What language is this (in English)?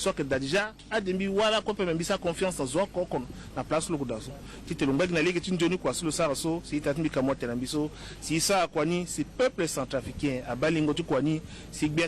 Sango